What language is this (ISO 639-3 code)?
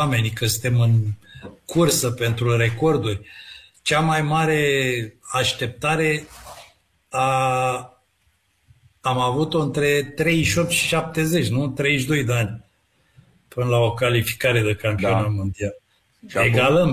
ron